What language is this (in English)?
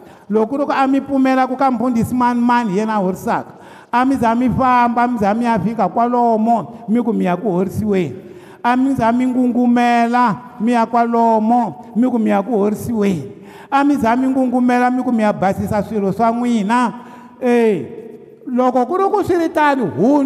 Tsonga